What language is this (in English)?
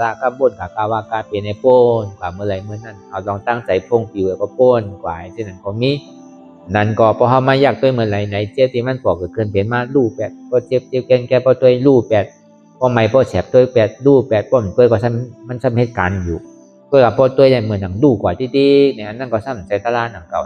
Shan